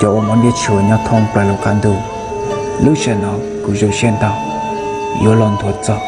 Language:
Hmong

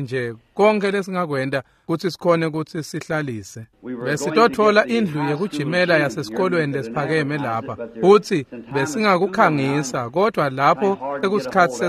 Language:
Swati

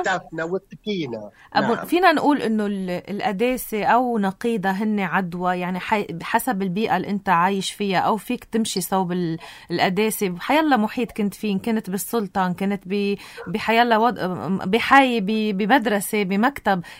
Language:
North Levantine Arabic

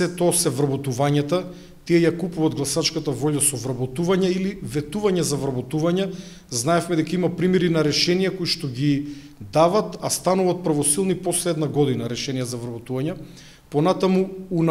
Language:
Macedonian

